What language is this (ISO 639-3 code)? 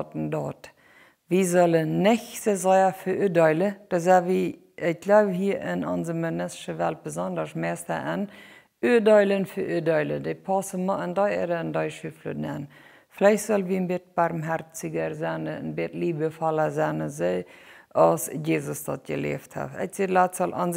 pdt